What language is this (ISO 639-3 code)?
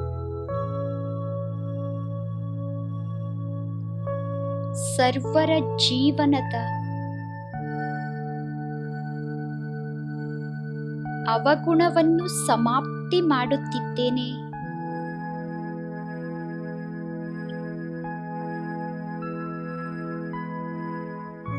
kan